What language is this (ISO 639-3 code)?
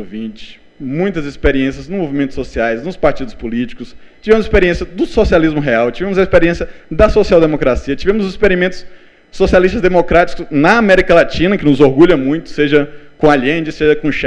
por